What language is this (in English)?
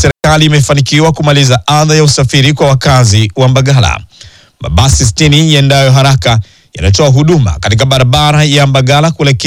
Swahili